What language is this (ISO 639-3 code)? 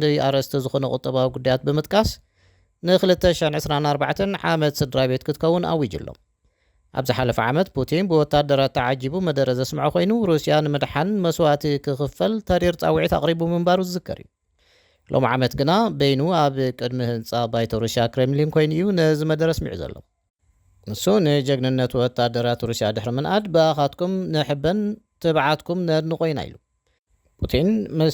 tir